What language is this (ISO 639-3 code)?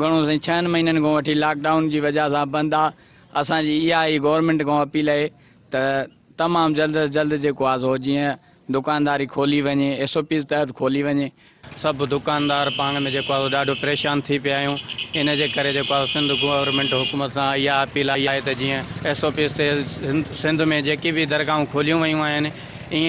snd